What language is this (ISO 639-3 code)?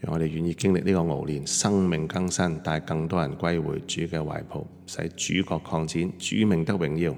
yue